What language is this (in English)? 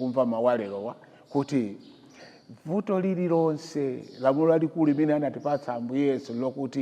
Nyanja